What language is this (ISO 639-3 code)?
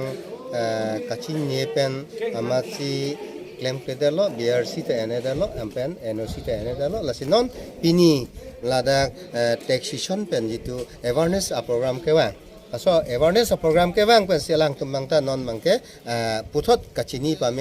mjw